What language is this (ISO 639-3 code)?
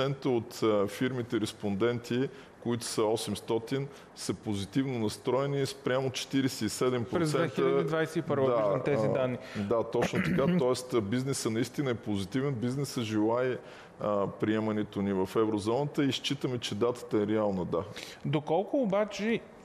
bul